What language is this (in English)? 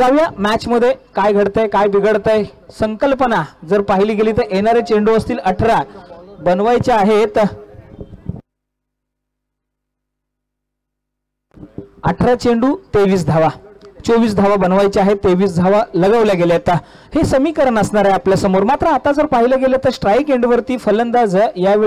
Marathi